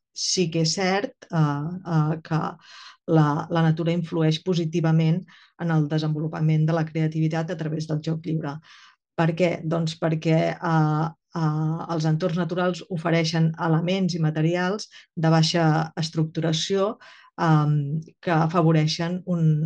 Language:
Catalan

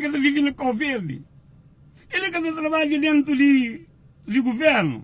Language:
Kabuverdianu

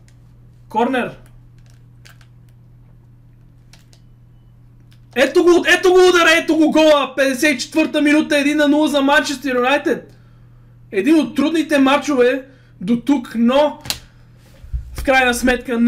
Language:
Bulgarian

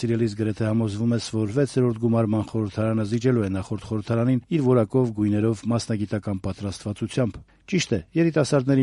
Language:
Armenian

